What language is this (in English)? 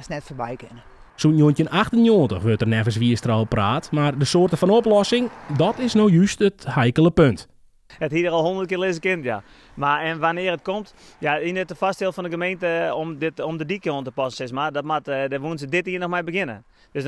Western Frisian